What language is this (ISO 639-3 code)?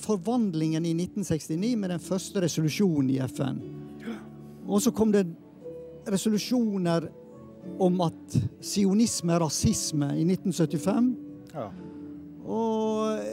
nor